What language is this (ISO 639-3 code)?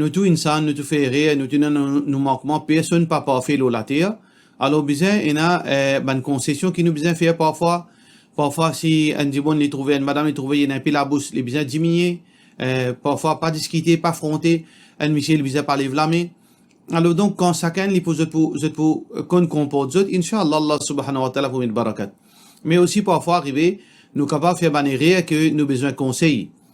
mfe